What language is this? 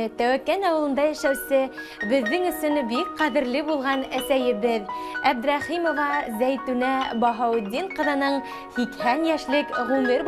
Bashkir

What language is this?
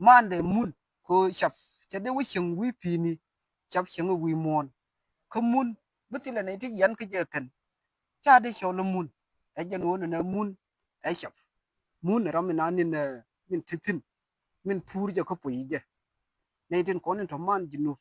Nuer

